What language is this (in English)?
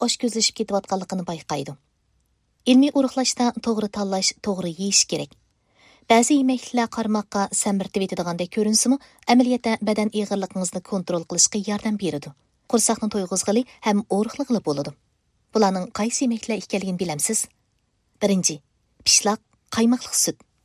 Uyghur